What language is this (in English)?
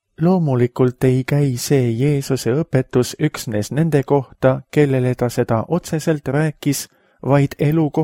Estonian